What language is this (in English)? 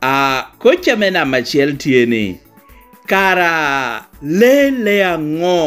Lango (Uganda)